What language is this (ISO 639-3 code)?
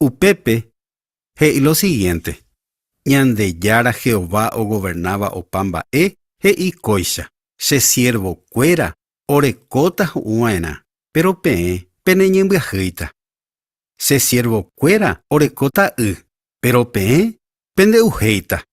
grn